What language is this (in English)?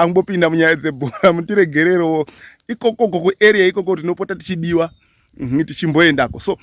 Shona